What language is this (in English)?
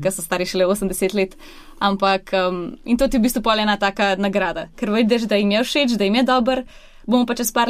Slovenian